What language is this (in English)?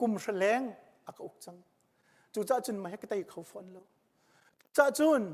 Hakha Chin